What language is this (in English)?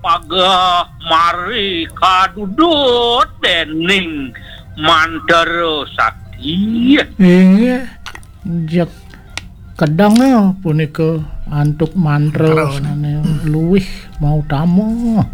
Balinese